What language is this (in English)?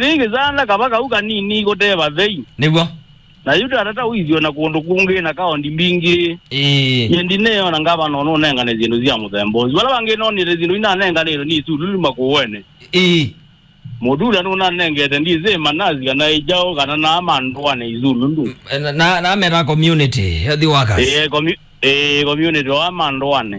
Kamba